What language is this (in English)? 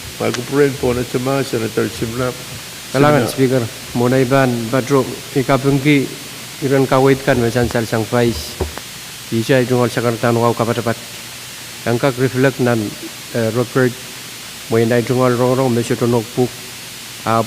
Pohnpeian